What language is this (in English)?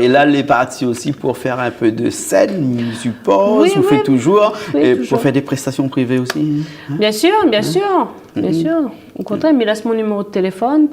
Réunion Creole French